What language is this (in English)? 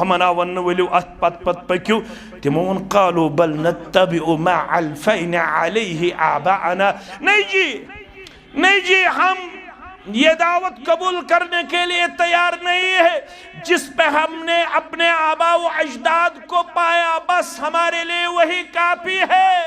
Kashmiri